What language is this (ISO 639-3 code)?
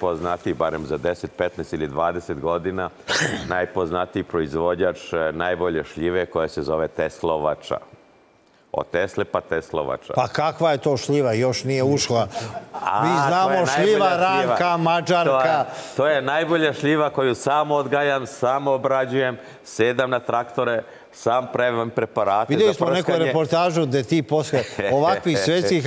srp